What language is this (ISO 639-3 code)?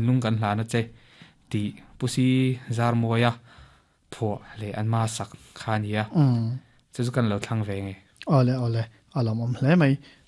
lus